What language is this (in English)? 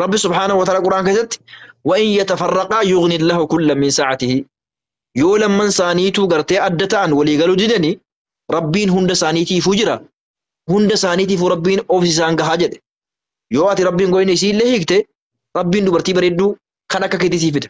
Oromo